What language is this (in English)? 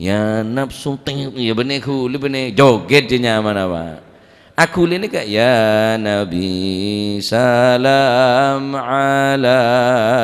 Madurese